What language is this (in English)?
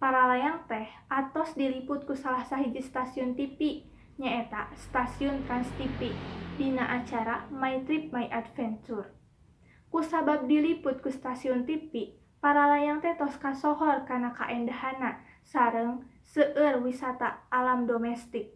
Sundanese